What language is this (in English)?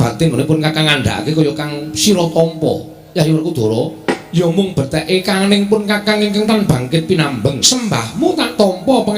Javanese